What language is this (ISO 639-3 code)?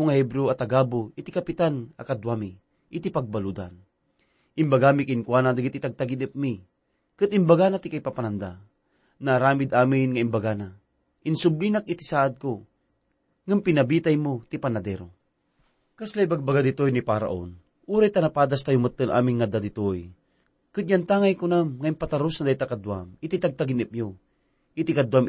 ilo